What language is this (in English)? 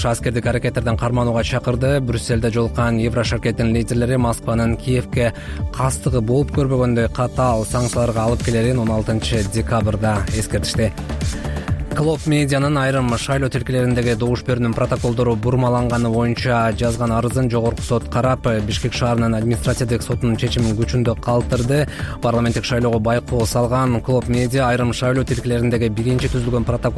Kyrgyz